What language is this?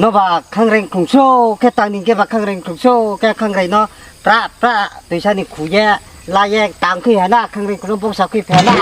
Riang (India)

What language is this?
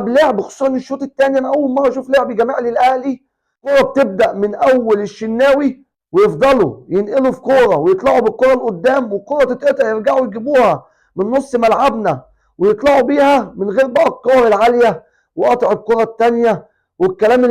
Egyptian Arabic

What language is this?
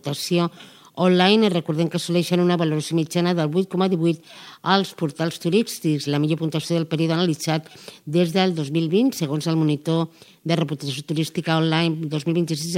Catalan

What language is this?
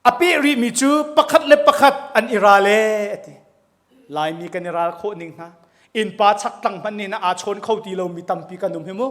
Hakha Chin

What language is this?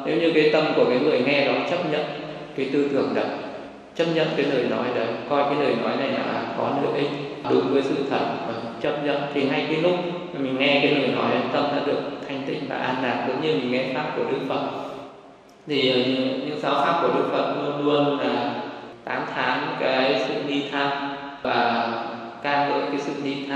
Vietnamese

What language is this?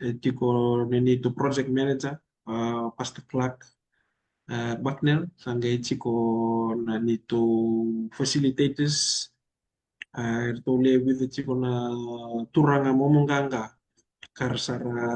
Fijian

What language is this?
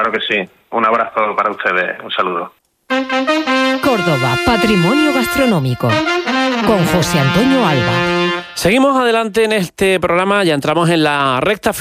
Spanish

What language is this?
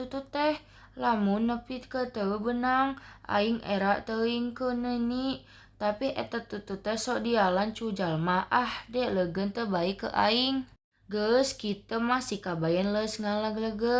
Sundanese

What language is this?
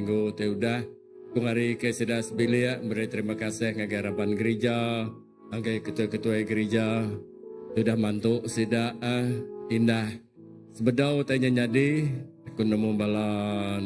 Iban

